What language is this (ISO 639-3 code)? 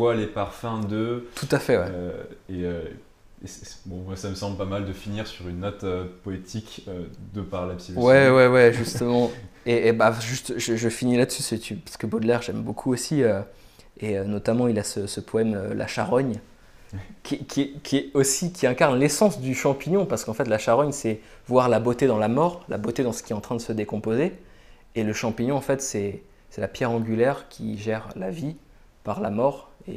fra